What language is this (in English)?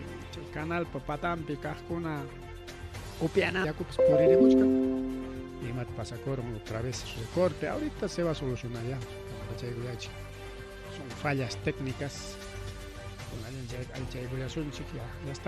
Ayacucho Quechua